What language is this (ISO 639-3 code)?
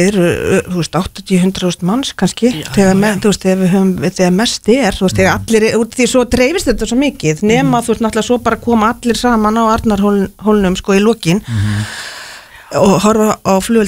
isl